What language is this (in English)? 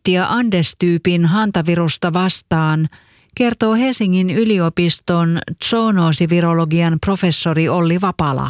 Finnish